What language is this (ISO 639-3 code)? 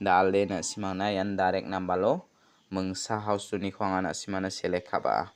grt